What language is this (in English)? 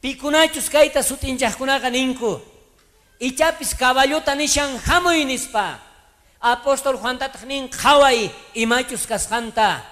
South Bolivian Quechua